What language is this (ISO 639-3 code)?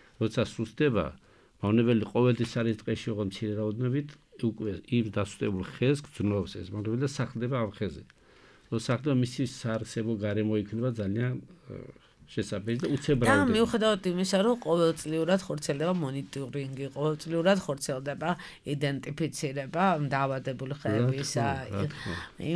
kat